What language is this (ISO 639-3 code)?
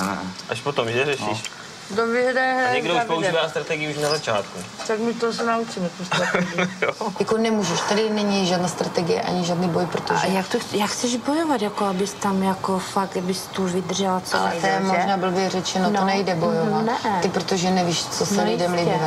ces